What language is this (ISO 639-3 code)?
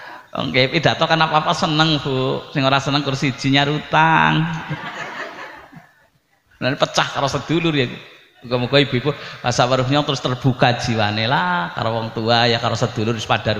jav